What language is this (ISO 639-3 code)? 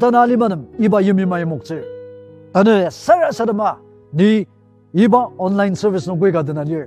njo